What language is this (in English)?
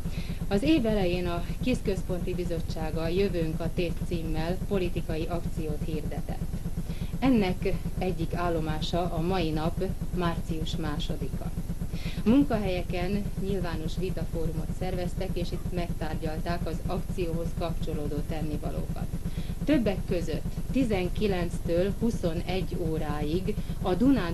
Hungarian